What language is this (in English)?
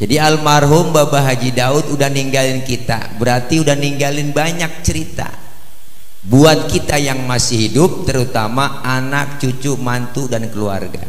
Betawi